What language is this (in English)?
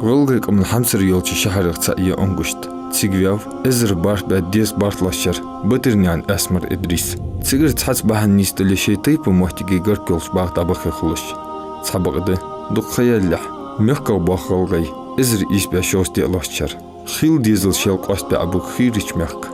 Ingush